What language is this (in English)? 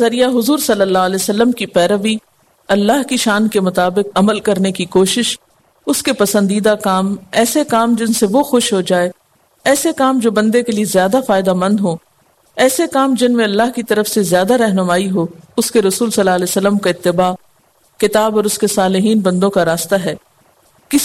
Urdu